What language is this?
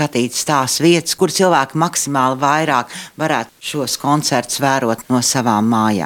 Latvian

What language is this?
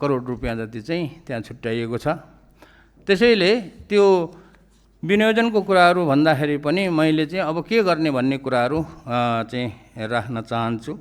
Nepali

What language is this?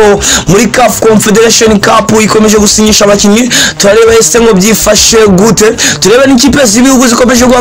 Kinyarwanda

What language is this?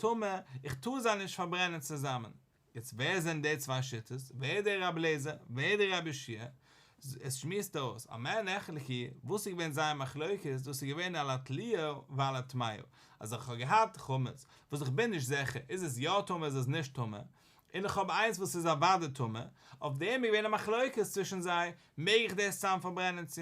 Yiddish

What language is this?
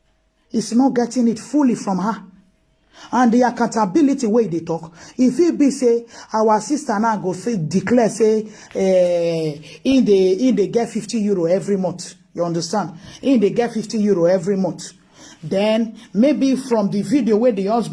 Nigerian Pidgin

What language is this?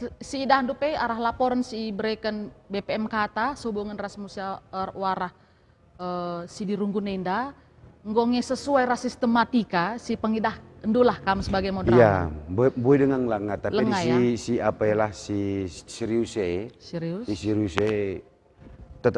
Batak Karo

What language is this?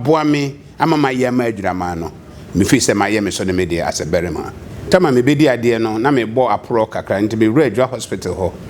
Akan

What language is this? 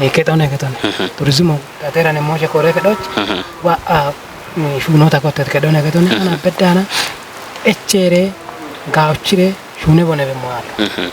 Kafa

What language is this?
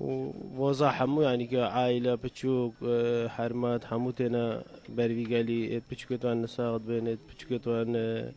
Kurdish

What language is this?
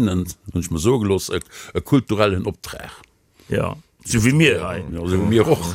Luxembourgish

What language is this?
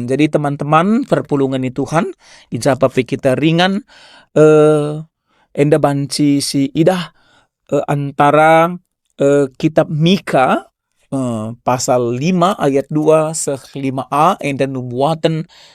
Batak Karo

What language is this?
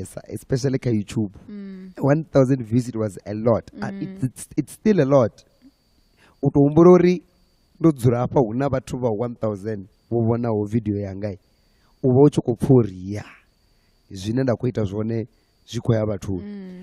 Venda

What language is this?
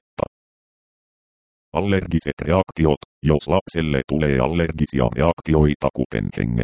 Finnish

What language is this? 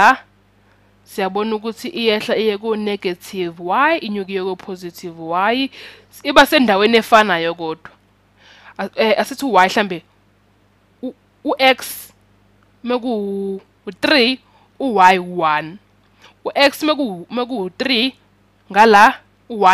Zulu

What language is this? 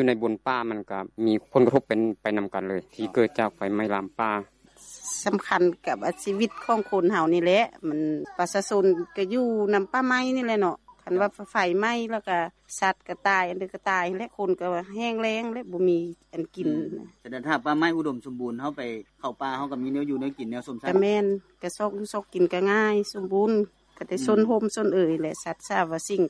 Lao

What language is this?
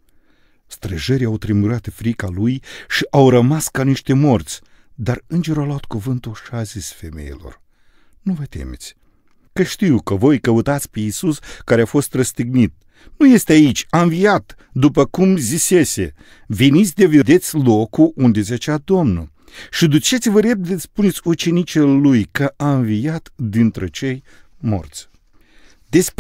Romanian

